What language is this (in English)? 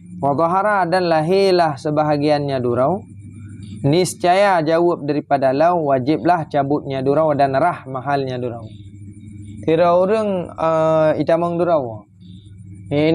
Achinese